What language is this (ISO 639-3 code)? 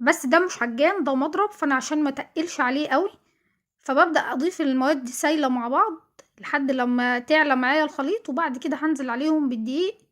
arz